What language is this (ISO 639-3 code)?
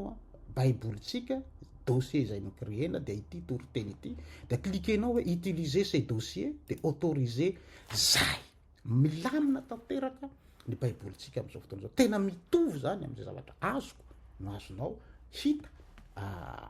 mlg